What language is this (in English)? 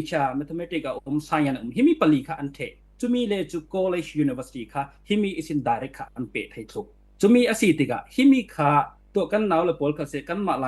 Falam Chin